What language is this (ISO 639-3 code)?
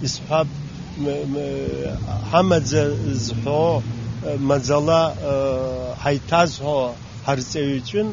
abk